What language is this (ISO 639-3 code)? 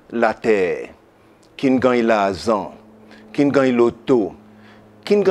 crs